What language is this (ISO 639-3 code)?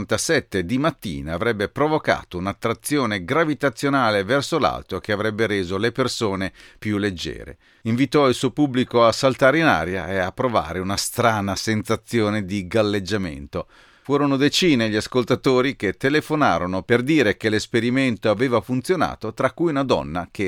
ita